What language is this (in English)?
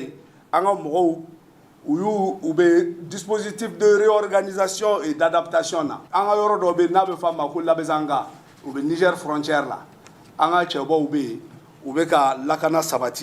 Bambara